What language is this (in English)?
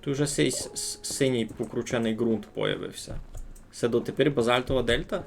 Rusyn